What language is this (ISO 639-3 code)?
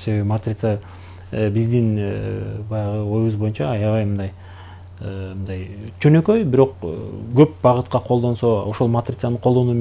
kir